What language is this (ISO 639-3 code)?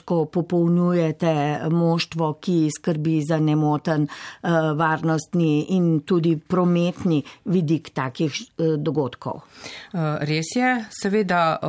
slv